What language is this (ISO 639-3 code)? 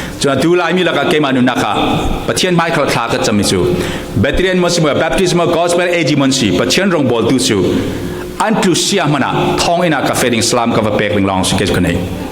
cfm